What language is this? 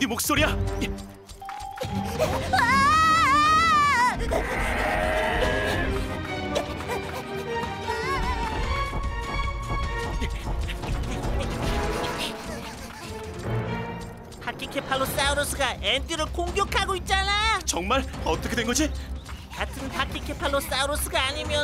Korean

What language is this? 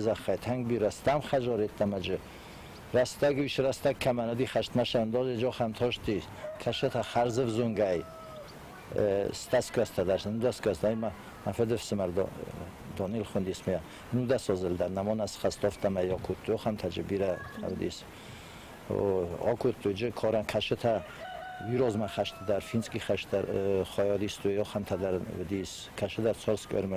Ossetic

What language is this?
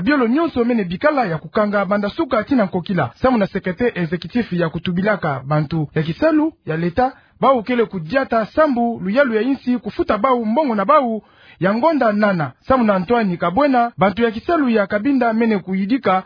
Kituba (Democratic Republic of Congo)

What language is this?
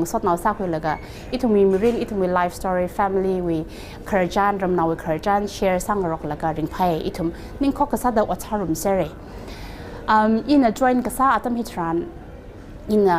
Tangkhul Naga (India)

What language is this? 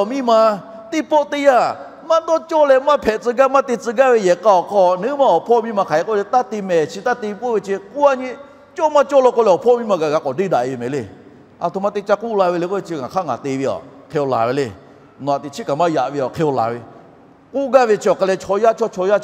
Lahu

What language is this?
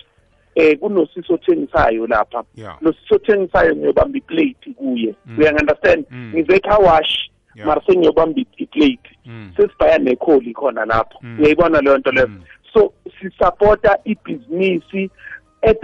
South Ndebele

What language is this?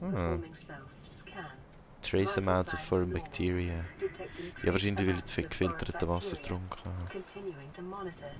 Swiss German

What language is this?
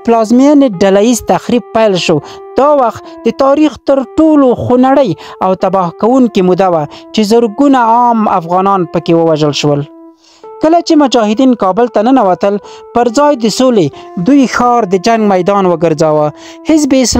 Pashto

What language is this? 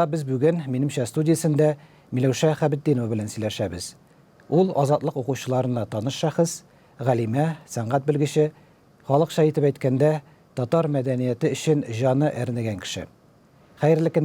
Tatar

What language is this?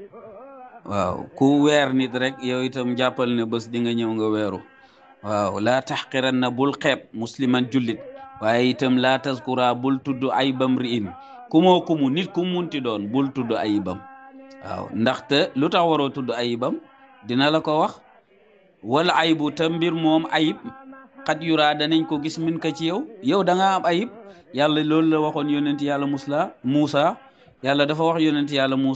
Wolof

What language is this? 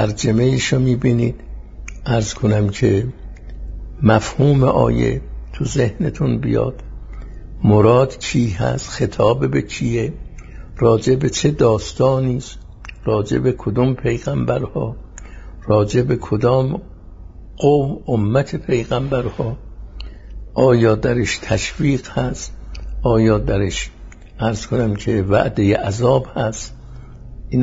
Persian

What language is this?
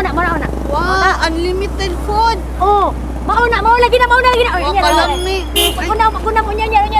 Cebuano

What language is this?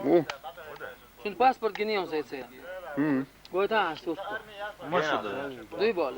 Chechen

